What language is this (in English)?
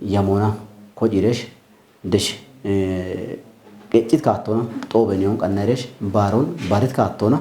Kafa